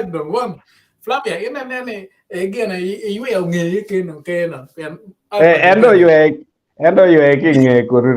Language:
Acoli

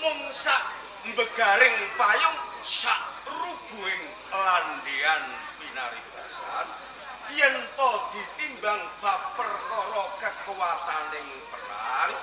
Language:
Javanese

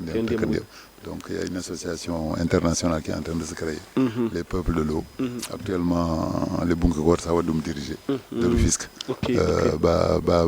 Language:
Fula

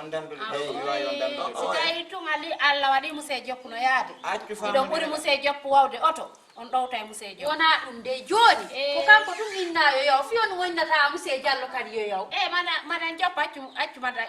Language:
Fula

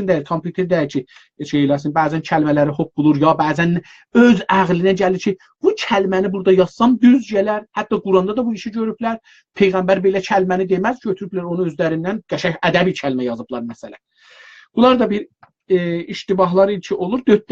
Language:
South Azerbaijani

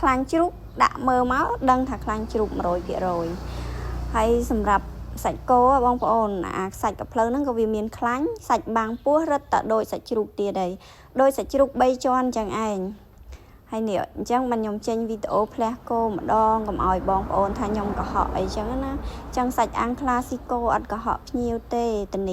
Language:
Khmer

